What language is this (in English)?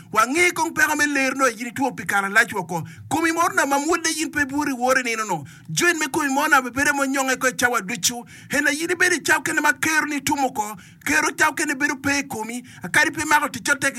Acoli